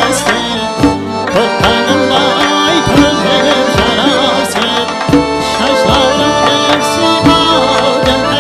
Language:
Kara-Kalpak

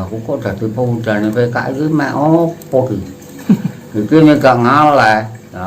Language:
Javanese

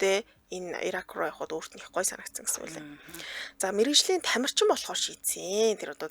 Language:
Mongolian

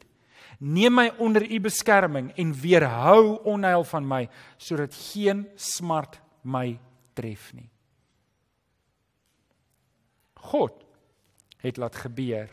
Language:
Afrikaans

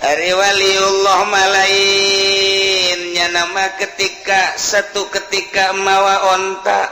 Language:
Sundanese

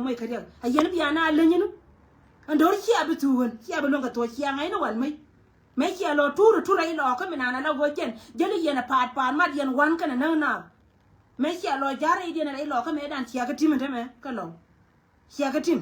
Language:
Nuer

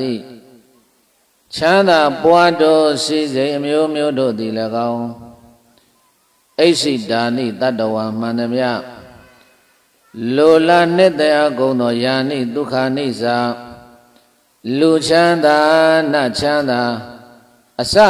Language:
Burmese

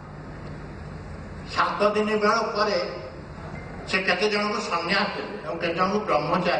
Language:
Odia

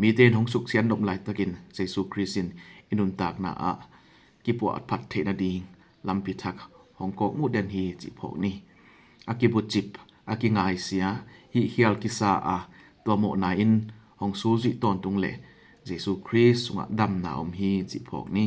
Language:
Tedim Chin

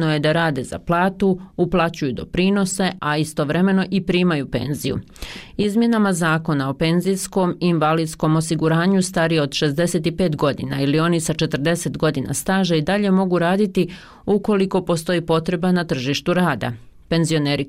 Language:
Bosnian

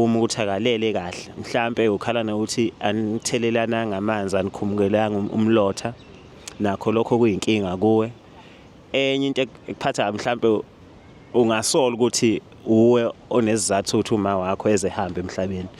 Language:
Zulu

